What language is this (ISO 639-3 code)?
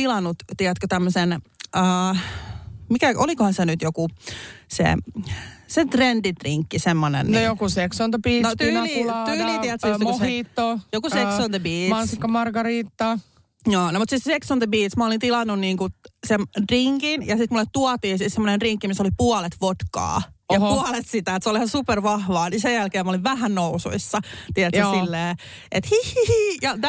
fin